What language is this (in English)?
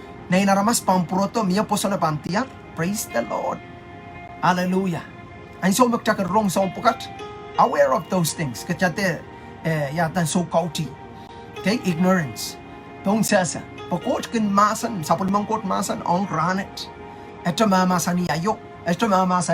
Pohnpeian